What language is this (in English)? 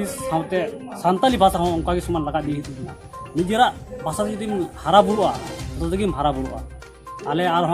Santali